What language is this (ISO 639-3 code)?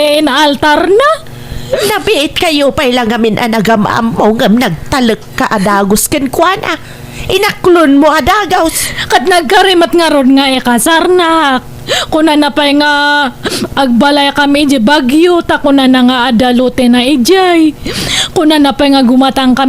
ilo